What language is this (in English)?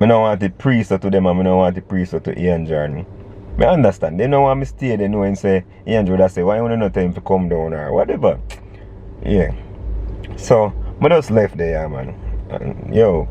Jamaican Creole English